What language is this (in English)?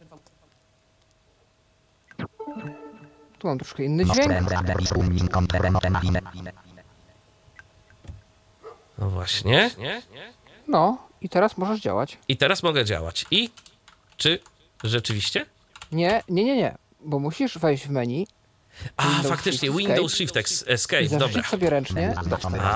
Polish